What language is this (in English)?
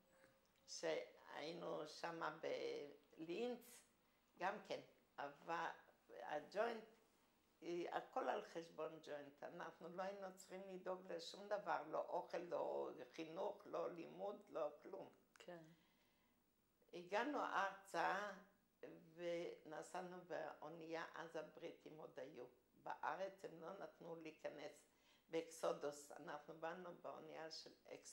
Hebrew